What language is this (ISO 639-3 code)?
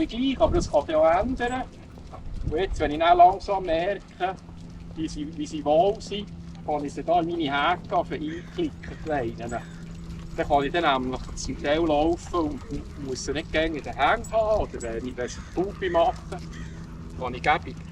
gsw